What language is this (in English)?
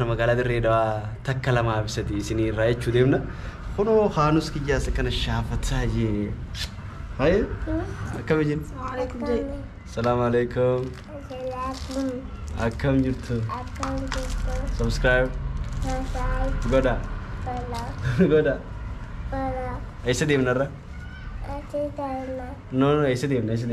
Oromo